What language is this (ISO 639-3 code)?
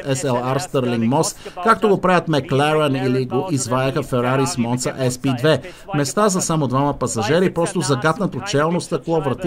bul